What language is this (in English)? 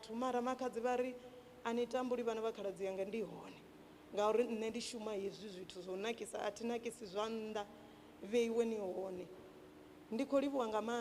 Venda